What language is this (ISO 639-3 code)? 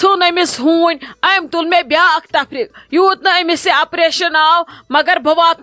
kas